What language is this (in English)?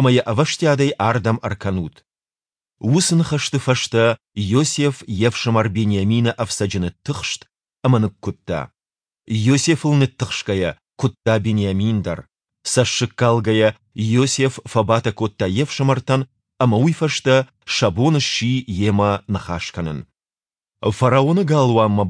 Ossetic